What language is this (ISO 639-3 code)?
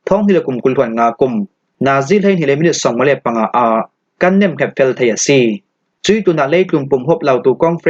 cfm